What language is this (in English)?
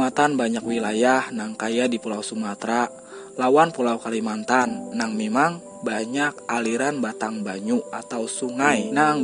Banjar